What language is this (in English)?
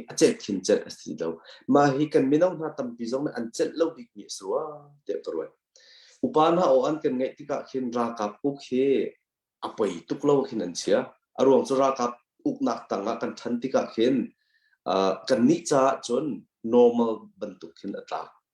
Hakha Chin